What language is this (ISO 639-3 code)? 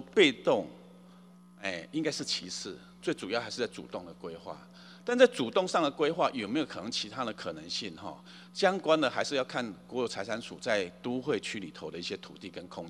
zho